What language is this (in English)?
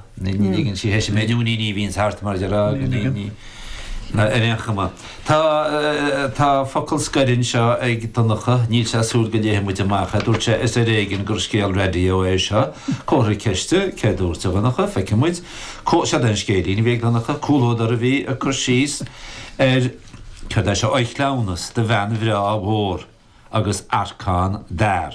Irish